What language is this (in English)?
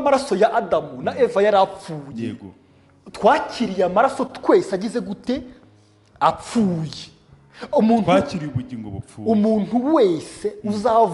Kinyarwanda